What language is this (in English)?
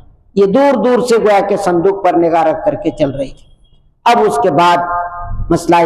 Urdu